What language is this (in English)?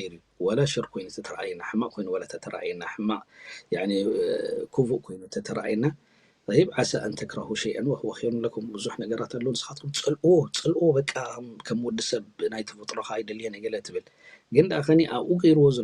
Tigrinya